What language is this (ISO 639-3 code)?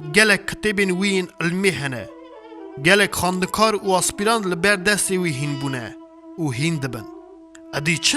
kur